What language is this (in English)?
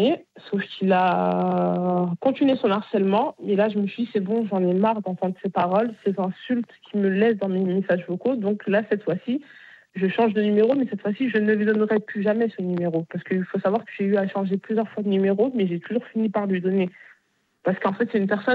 French